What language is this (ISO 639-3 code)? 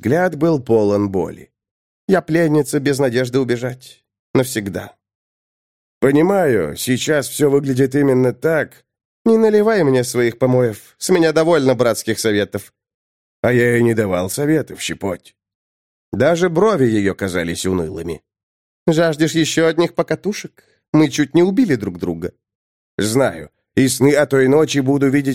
rus